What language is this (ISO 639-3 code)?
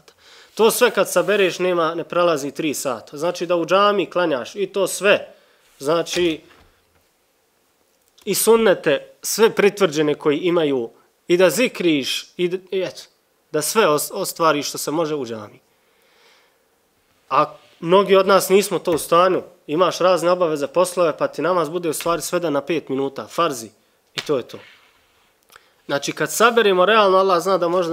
bos